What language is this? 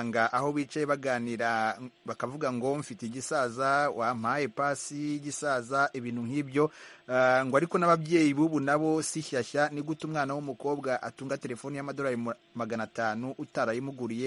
Kinyarwanda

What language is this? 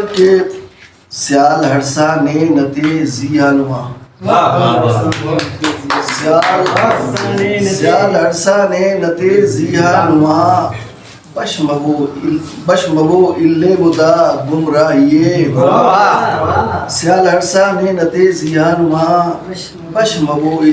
Brahui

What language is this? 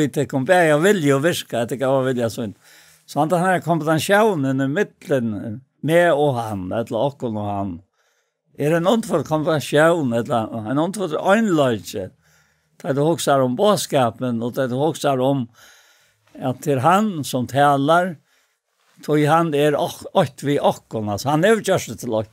Faroese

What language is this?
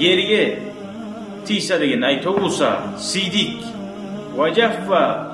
Kumyk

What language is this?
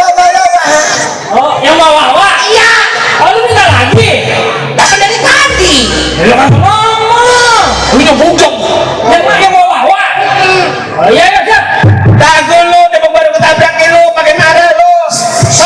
Betawi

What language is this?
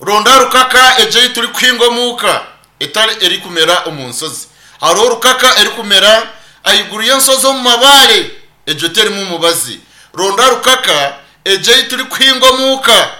Nyankole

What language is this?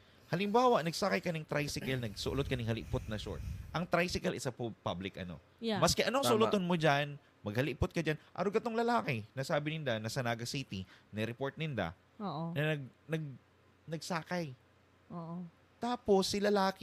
Bikol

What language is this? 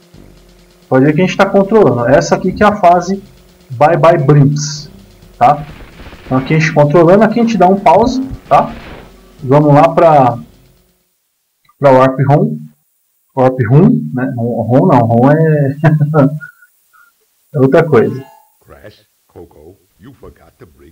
Portuguese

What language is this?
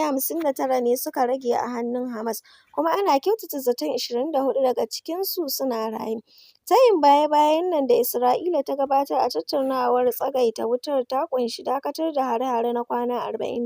Hausa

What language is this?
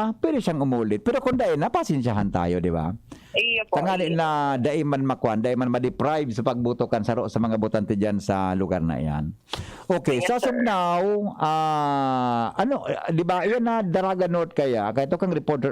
Bikol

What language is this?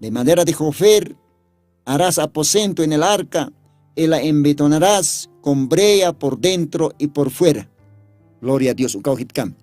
Aymara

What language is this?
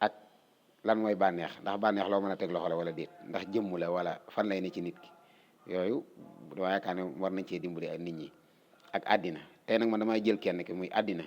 Wolof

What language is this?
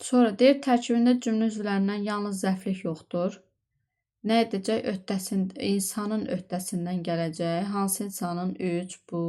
Azerbaijani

